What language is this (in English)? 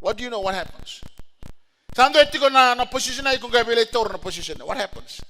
Fijian